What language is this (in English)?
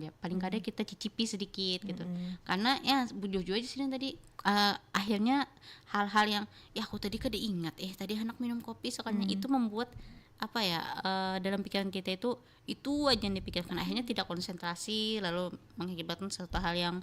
Banjar